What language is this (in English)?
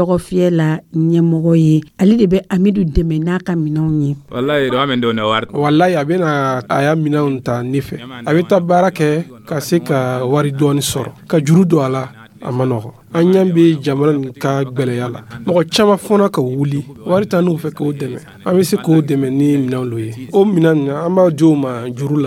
Dyula